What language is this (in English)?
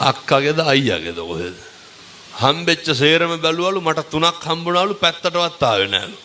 Sinhala